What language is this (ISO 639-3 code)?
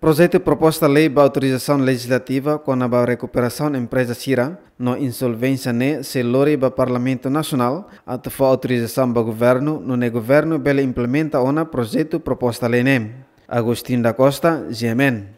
tet